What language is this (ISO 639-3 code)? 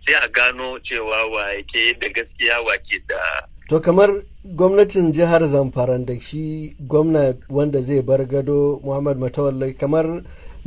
hau